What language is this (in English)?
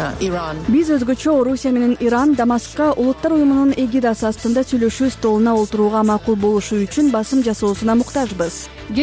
Kyrgyz